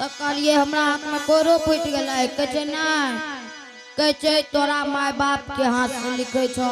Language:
Angika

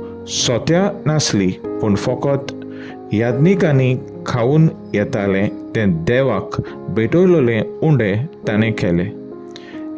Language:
Konkani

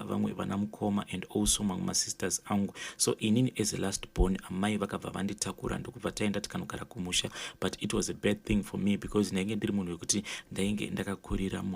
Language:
Shona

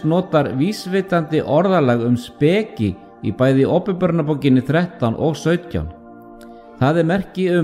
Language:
Icelandic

